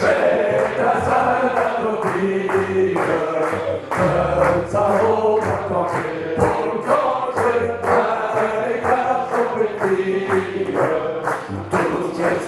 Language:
Picard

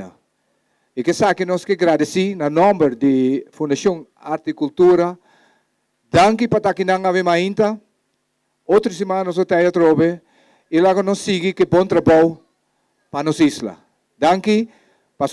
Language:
Papiamento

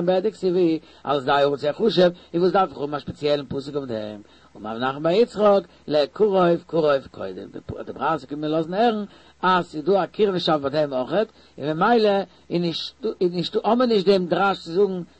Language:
Yiddish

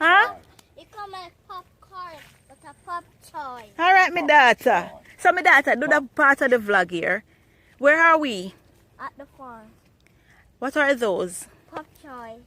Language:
Jamaican Creole English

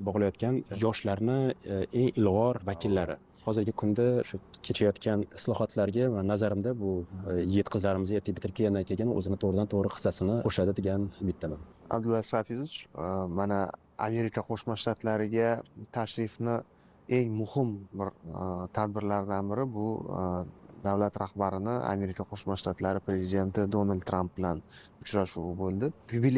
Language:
Uzbek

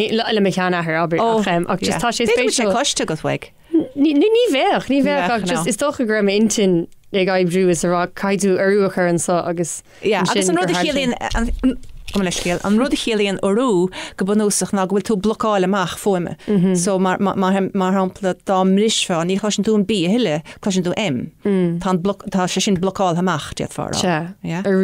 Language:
Irish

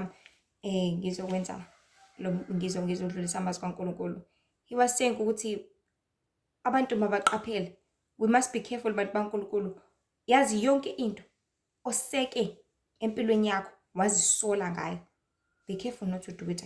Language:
Zulu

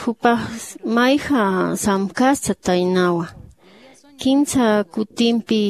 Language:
Aymara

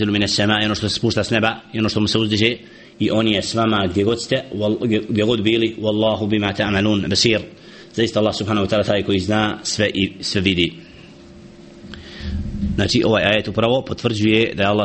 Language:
Bosnian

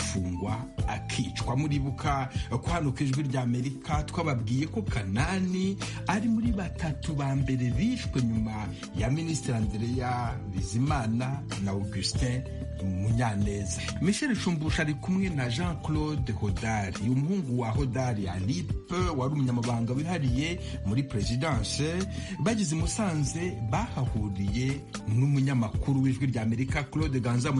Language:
Kinyarwanda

